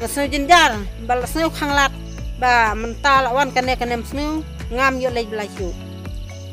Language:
Khasi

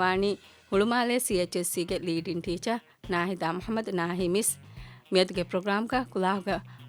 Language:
Divehi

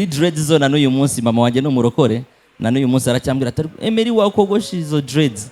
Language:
Kinyarwanda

